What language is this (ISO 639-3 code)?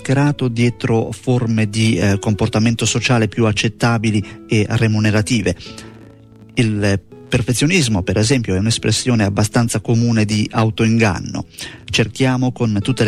ita